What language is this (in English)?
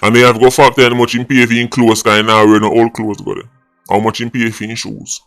Jamaican Creole English